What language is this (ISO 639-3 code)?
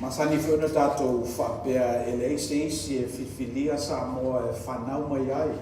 smo